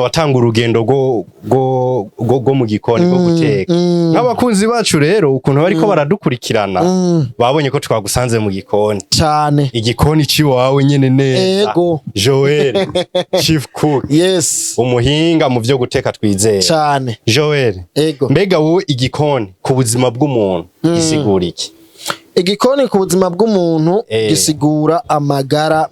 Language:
Rundi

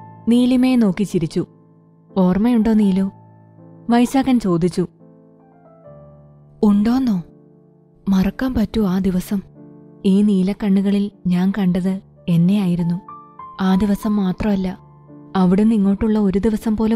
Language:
Malayalam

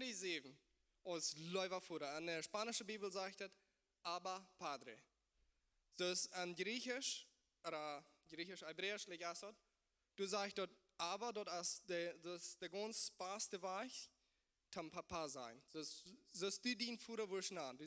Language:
Plautdietsch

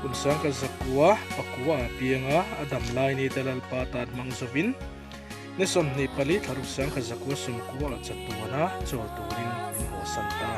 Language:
Mizo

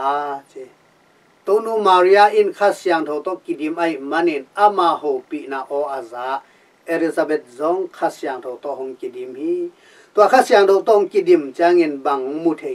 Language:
Tedim Chin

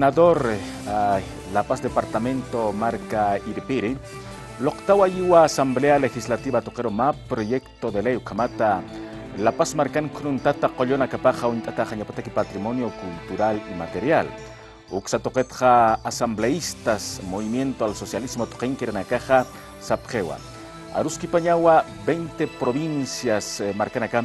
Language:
Aymara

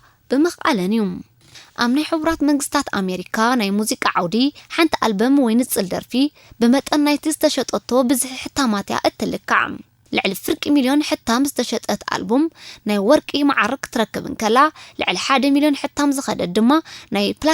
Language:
Tigrinya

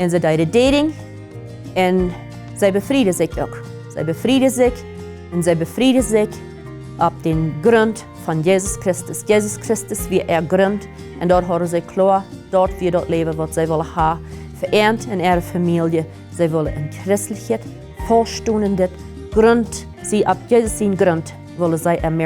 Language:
Plautdietsch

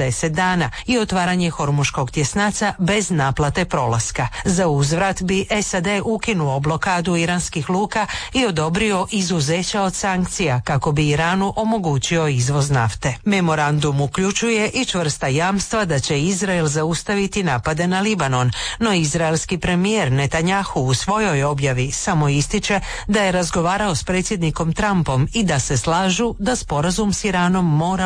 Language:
Croatian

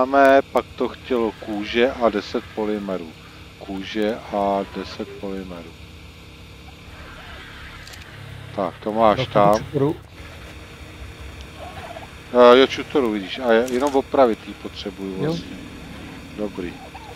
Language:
Czech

